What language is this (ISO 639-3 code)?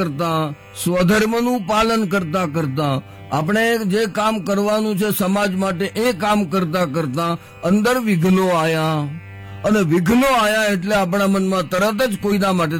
guj